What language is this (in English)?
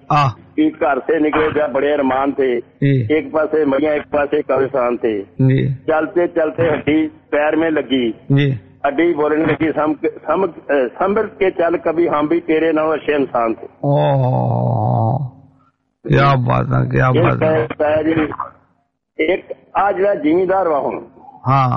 Punjabi